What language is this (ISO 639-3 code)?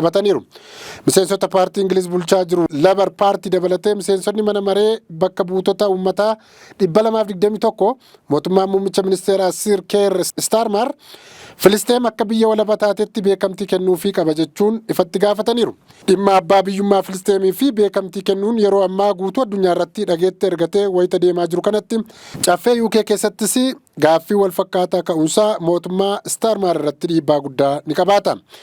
orm